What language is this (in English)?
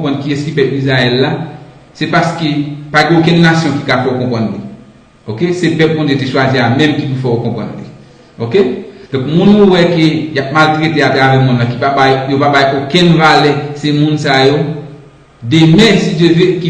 Haitian Creole